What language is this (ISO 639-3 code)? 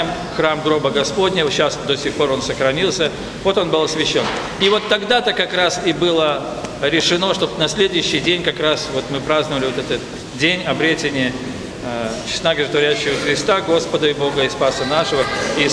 rus